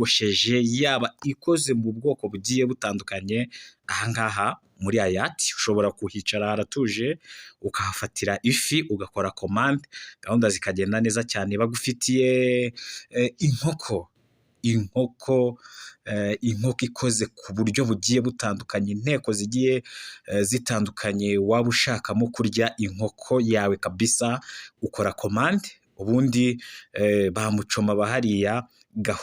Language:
Kinyarwanda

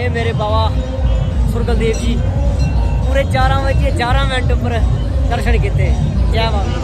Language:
Dogri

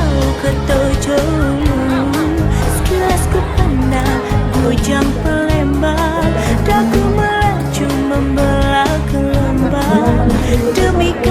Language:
Musi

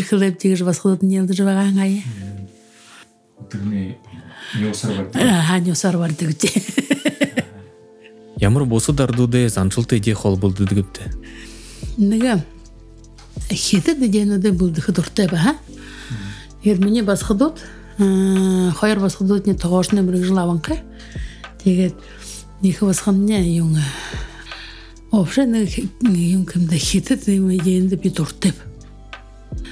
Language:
Buriat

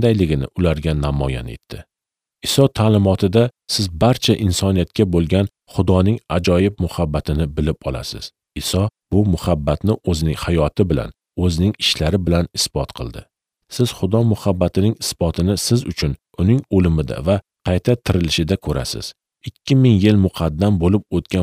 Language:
Uzbek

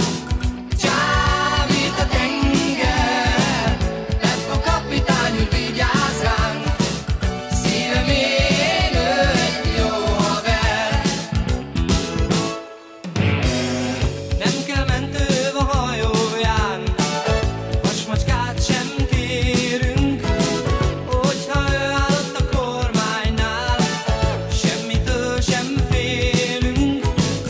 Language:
Hungarian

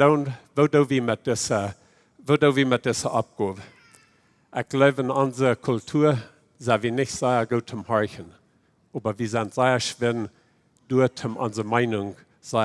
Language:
Plautdietsch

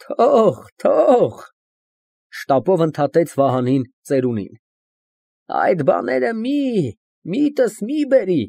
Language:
Armenian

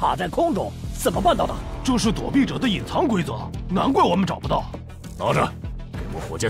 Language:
Chinese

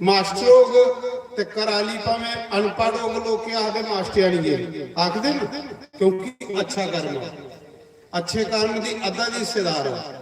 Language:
Dogri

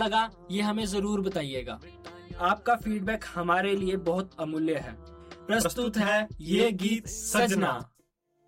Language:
Hindi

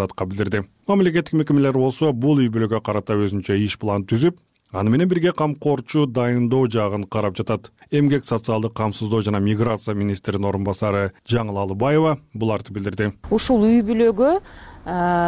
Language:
Kyrgyz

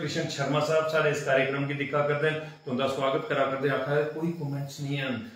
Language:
Dogri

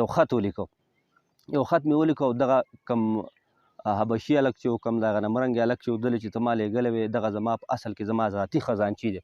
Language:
Pashto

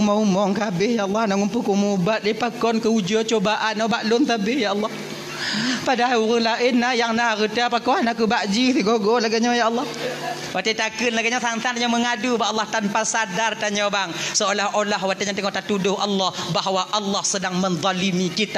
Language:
Achinese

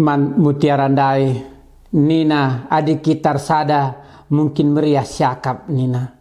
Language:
Batak Karo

